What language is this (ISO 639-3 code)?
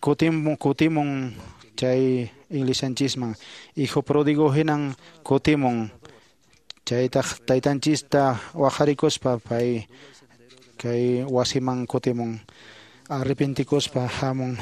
que